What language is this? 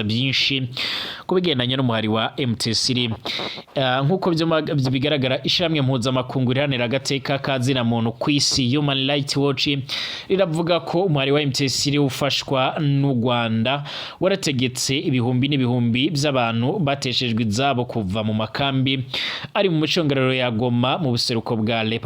Rundi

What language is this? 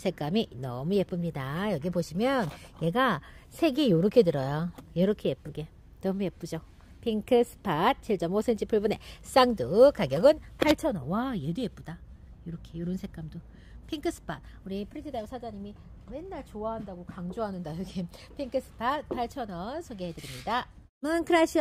Korean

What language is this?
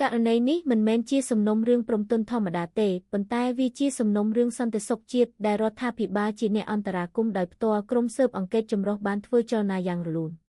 Khmer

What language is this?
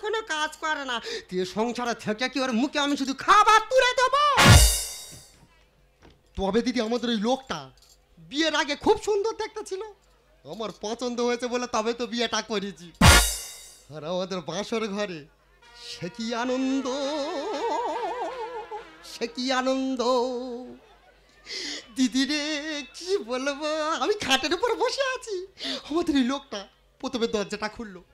Bangla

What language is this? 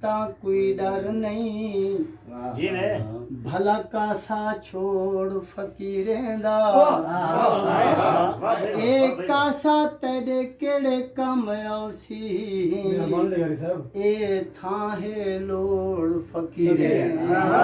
Saraiki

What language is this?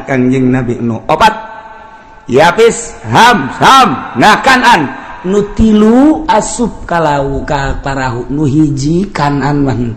Sundanese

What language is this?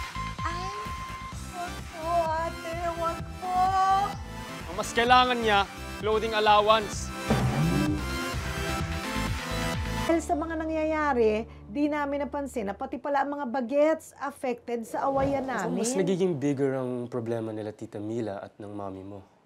Filipino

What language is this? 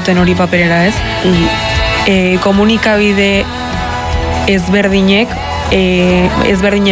Basque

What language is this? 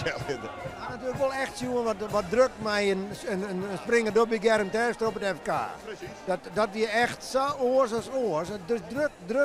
Western Frisian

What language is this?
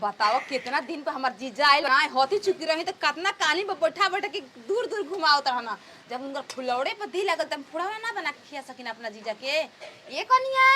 Maithili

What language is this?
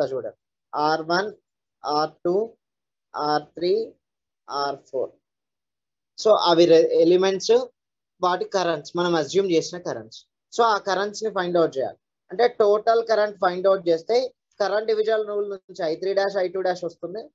Telugu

